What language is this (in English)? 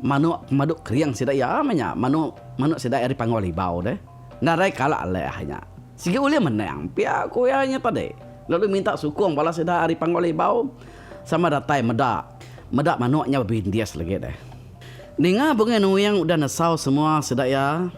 Iban